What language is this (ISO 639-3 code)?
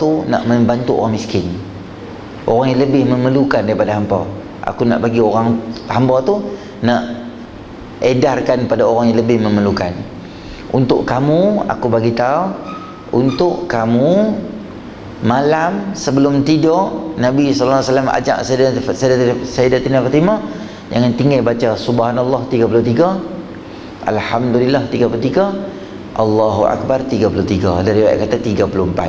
msa